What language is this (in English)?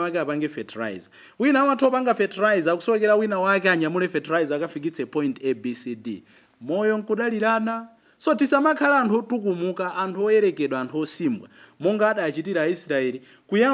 Nyanja